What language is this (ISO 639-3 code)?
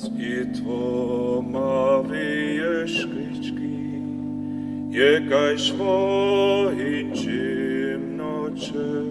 hsb